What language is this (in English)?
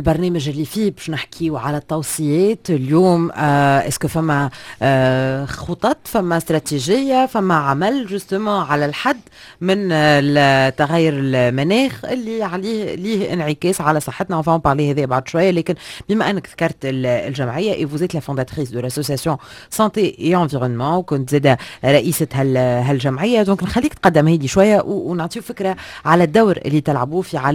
Tunisian Arabic